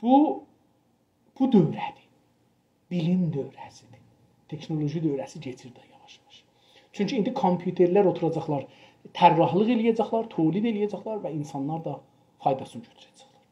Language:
South Azerbaijani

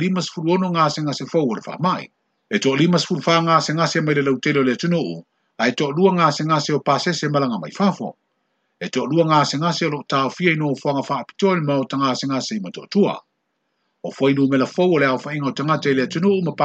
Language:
Samoan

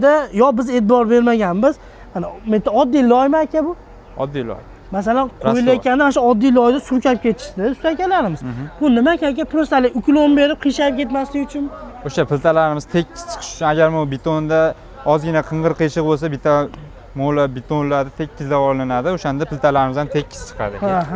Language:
Uzbek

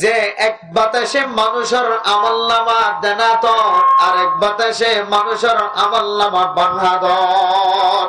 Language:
Rohingya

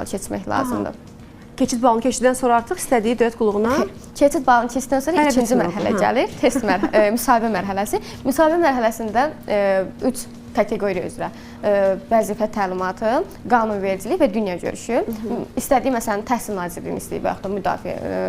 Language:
Azerbaijani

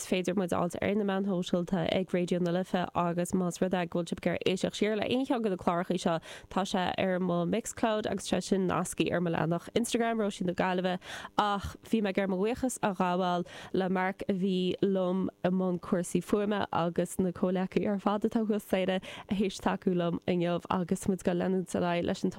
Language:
Irish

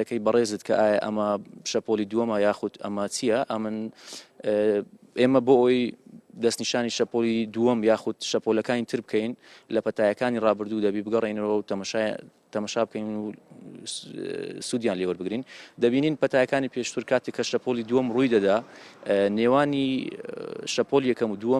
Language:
Central Kurdish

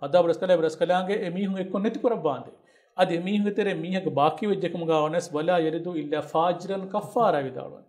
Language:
Divehi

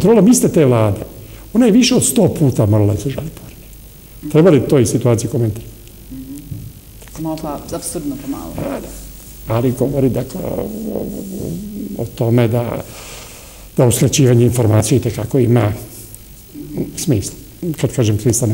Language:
Serbian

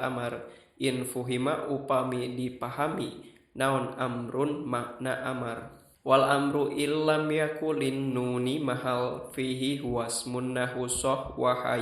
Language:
Sundanese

